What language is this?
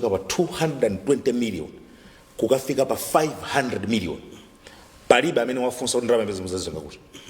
Nyanja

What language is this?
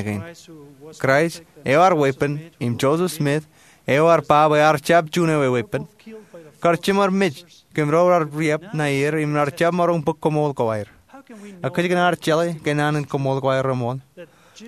Marshallese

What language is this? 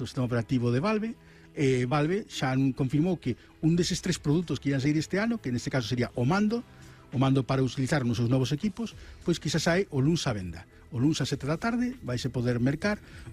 Galician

